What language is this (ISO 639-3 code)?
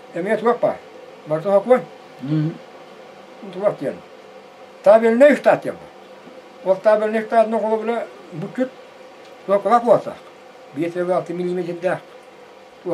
sah